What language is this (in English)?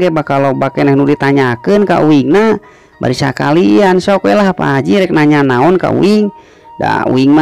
Sundanese